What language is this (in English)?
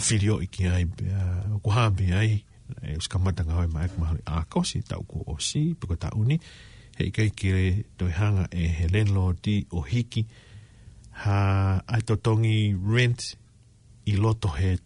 Tongan